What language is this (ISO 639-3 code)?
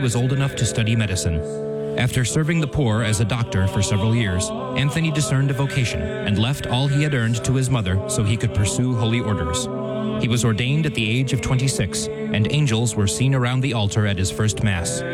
eng